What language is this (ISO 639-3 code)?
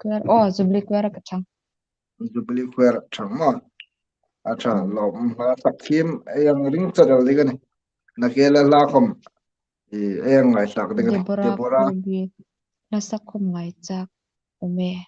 hmr